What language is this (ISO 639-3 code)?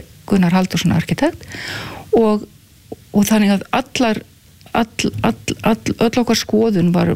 isl